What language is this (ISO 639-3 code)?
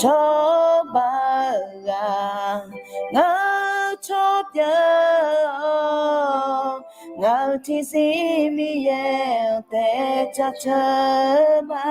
ahk